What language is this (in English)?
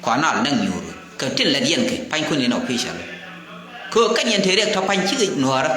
Nuer